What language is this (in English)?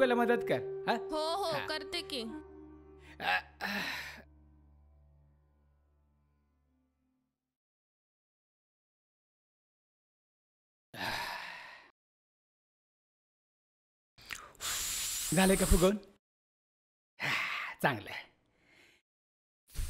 Marathi